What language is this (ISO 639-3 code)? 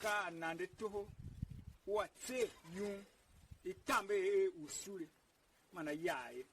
tiv